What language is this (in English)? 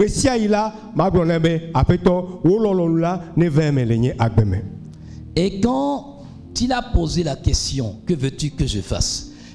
Ewe